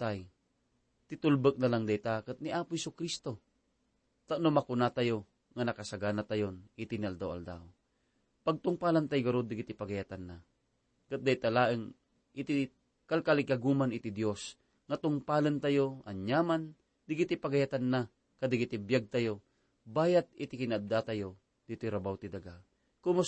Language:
Iloko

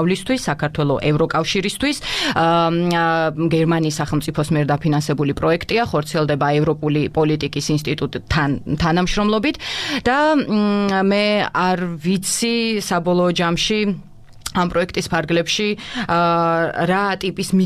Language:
Georgian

